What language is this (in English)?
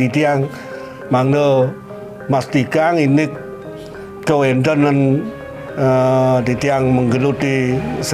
Balinese